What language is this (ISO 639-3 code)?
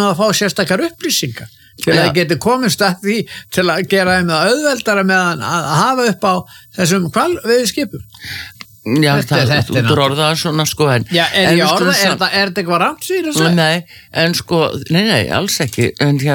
isl